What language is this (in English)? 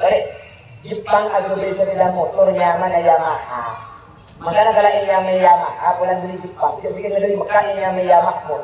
Madurese